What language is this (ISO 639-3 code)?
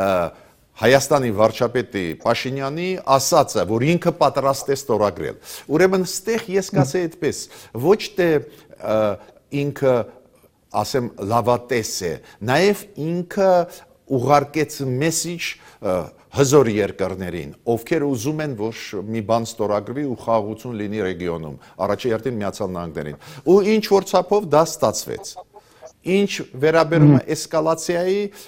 hye